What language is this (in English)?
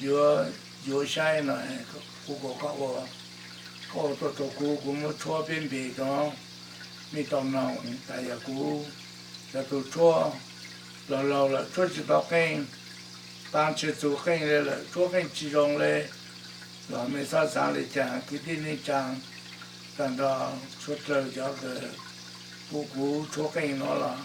Hmong